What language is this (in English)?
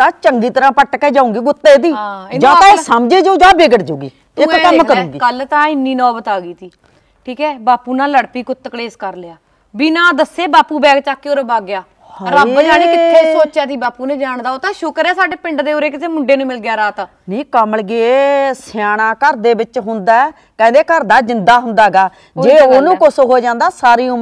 Punjabi